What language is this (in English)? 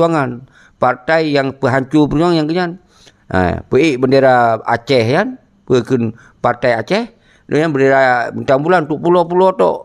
Achinese